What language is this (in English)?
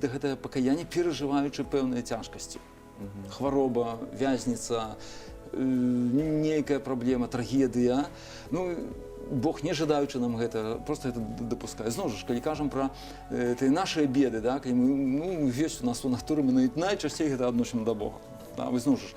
Belarusian